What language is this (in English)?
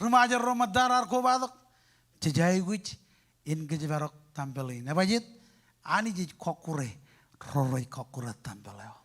Marshallese